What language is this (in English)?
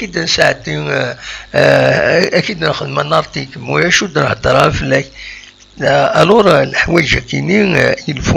Kabyle